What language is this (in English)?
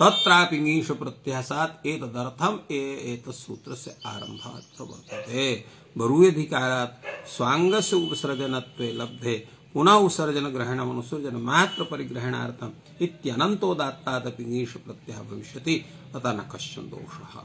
Sanskrit